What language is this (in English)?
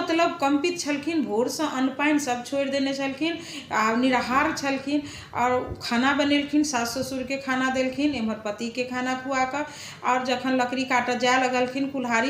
Maithili